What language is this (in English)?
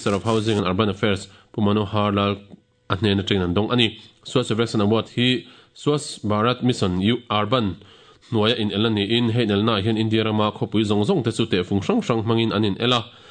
Mizo